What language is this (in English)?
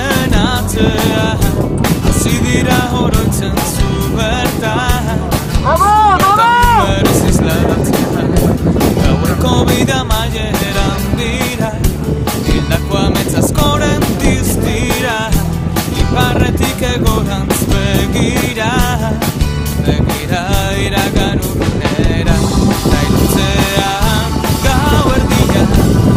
Basque